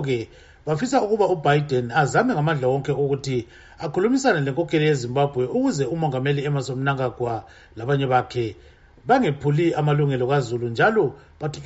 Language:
North Ndebele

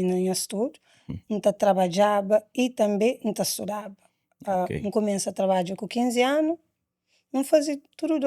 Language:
Kabuverdianu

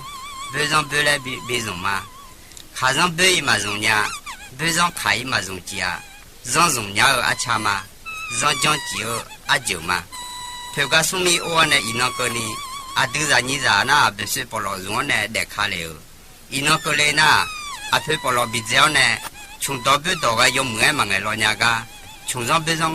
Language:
Akha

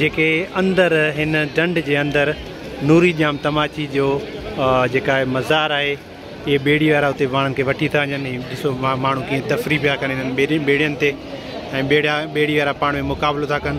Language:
Sindhi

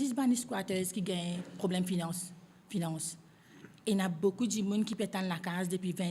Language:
Morisyen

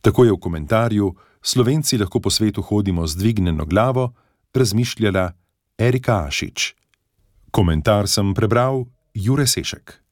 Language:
Slovenian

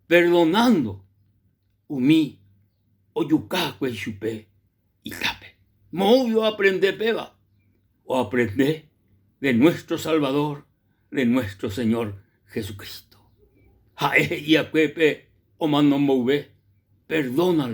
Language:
Guarani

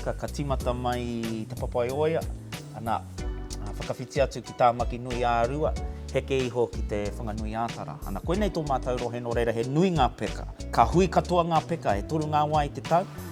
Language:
Māori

